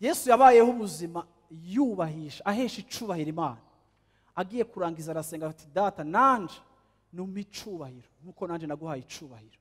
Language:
Rundi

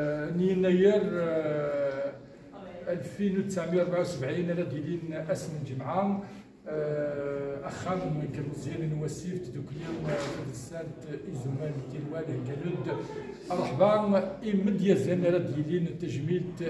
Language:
Kabyle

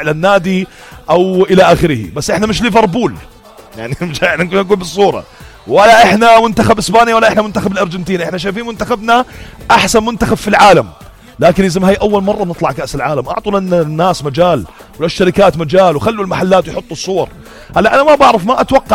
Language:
North Levantine Arabic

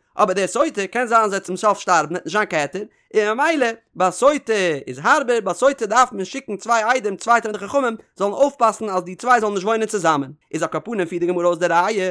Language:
Yiddish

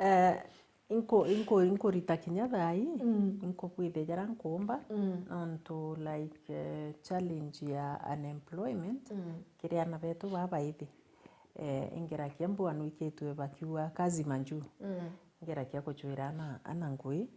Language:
Meru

